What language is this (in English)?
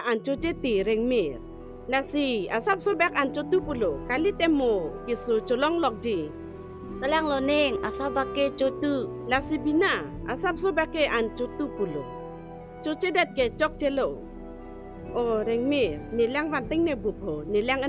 Karbi